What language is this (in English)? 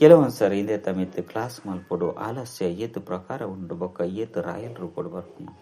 Tulu